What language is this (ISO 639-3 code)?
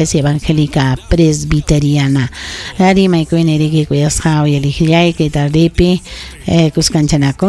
quy